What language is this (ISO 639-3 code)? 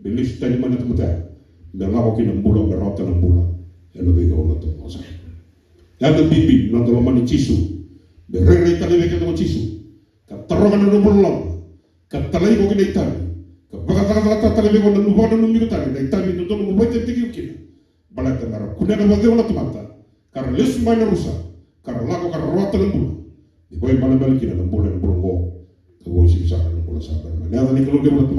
fij